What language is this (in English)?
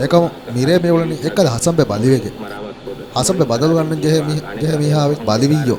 Divehi